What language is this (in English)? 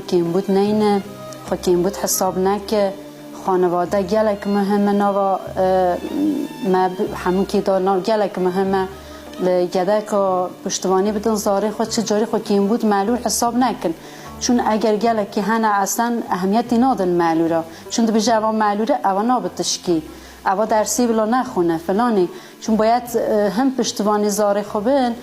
Kurdish